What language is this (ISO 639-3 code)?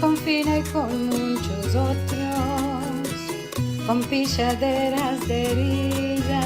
lad